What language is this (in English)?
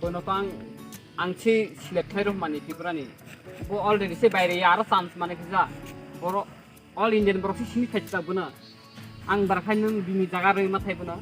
Kok Borok